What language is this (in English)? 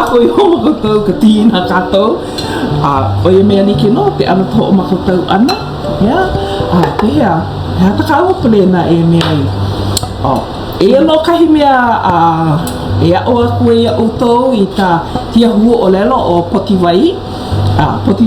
Hawaiian